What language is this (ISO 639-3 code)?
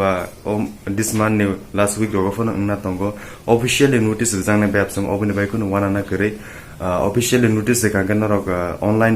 trp